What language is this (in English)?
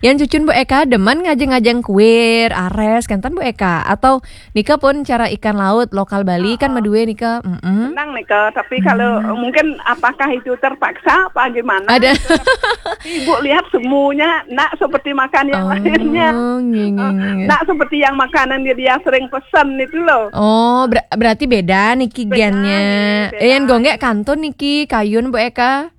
Balinese